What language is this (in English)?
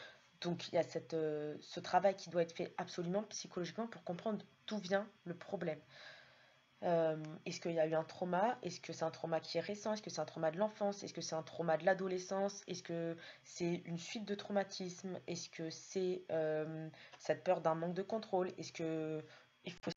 French